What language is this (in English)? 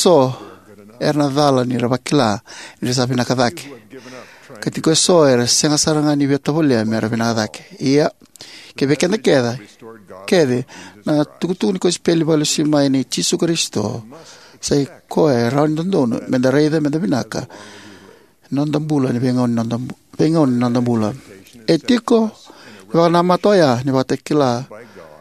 Fijian